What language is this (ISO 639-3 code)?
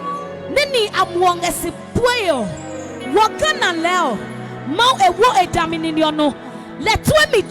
ada